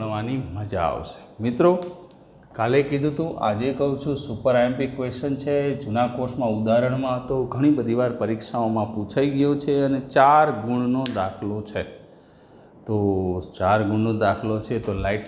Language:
Gujarati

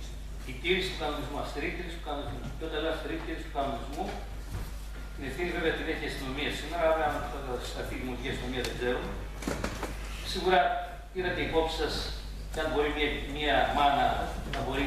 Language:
Greek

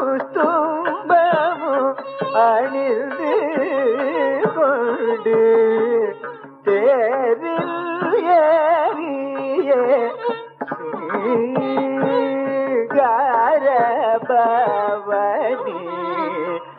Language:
Tamil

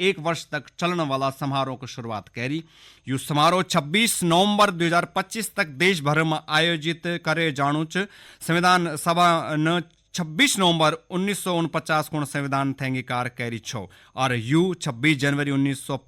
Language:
Garhwali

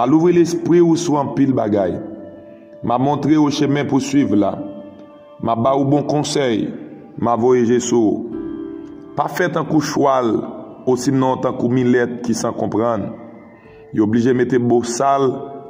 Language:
Haitian Creole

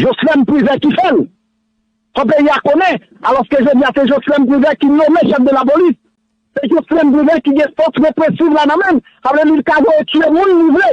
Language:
Haitian Creole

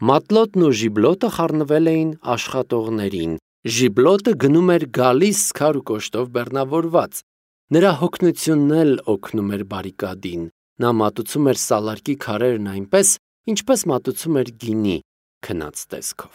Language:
Armenian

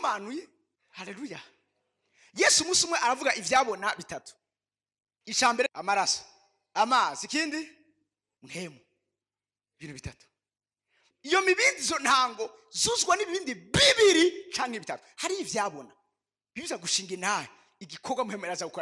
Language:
Rundi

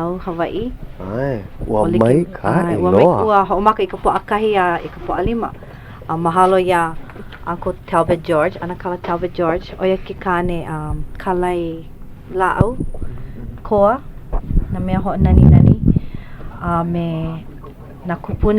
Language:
Hawaiian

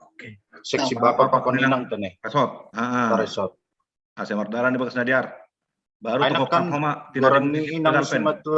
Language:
Batak Simalungun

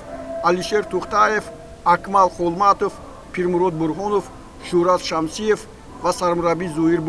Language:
Tajik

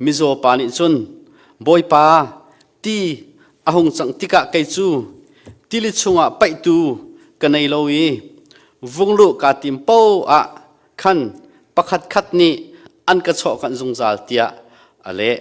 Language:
Hakha Chin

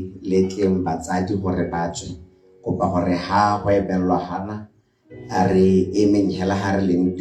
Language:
Tswana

